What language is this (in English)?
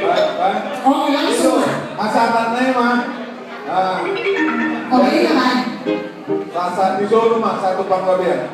Batak Toba